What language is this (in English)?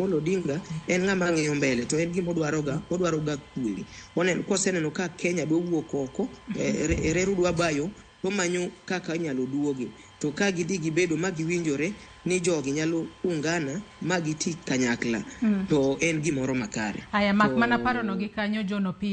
Luo (Kenya and Tanzania)